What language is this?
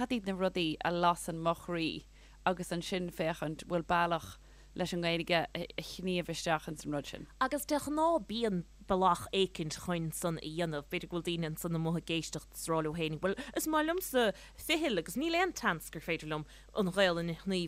Irish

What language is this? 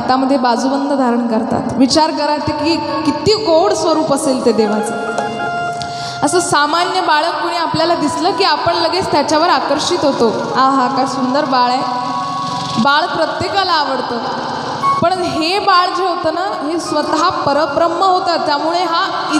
Marathi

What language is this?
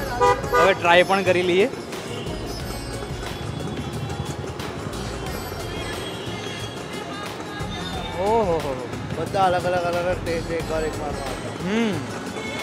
Gujarati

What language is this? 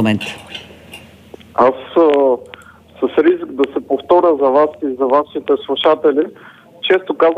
Bulgarian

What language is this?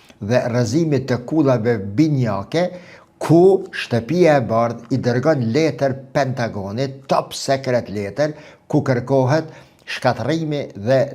Albanian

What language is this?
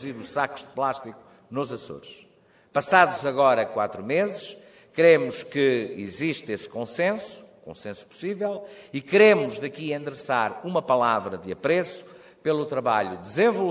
Portuguese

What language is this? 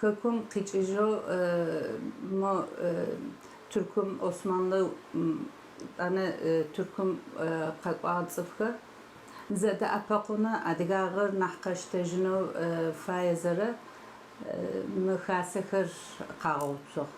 Adyghe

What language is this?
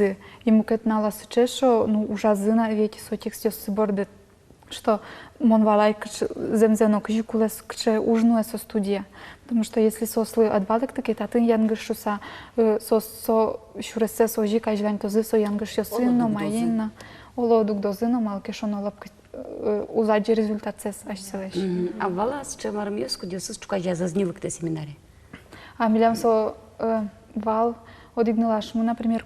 Udmurt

